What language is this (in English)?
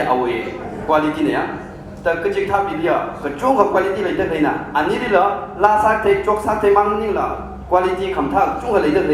Tangkhul Naga (India)